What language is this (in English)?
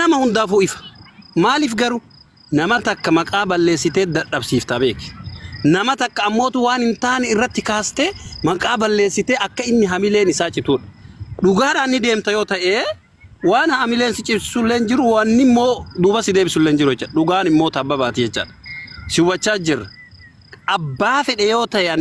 Oromo